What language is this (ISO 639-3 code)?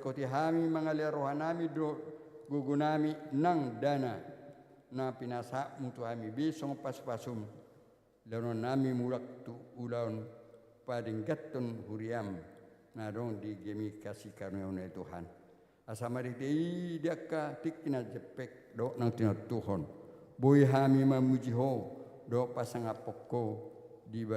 bbc